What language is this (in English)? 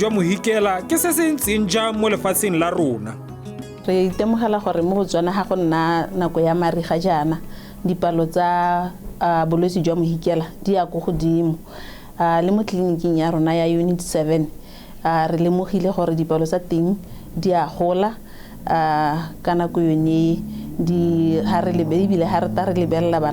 Tswana